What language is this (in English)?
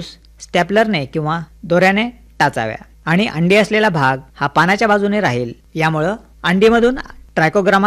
Marathi